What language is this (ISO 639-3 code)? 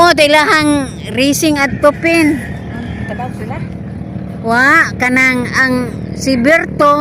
ceb